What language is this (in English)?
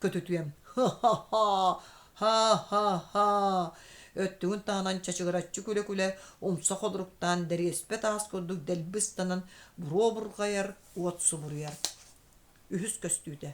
Yakut